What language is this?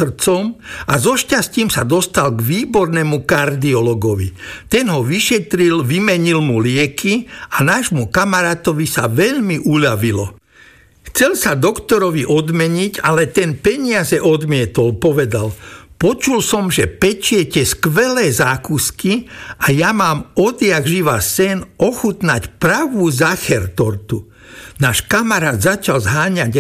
Slovak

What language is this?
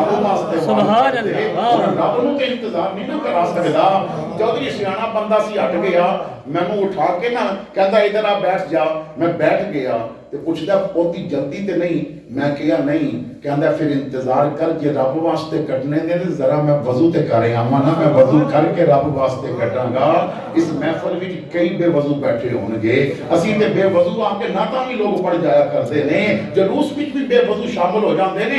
Western Panjabi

